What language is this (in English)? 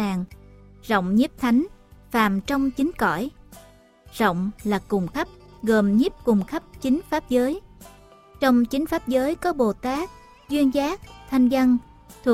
Vietnamese